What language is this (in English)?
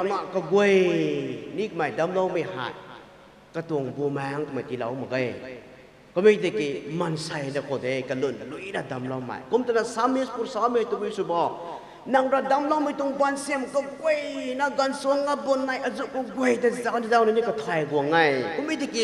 Rongmei Naga